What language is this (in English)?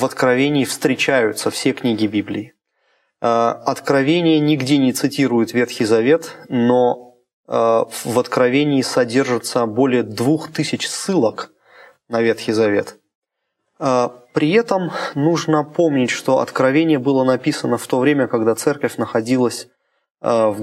Russian